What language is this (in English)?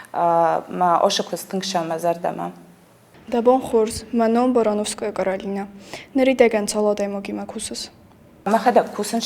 Ossetic